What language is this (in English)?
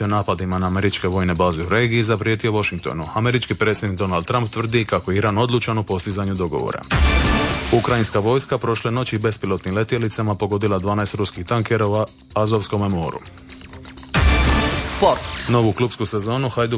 Croatian